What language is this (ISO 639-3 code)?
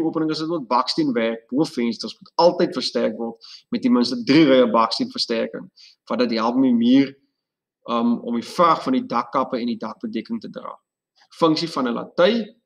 afr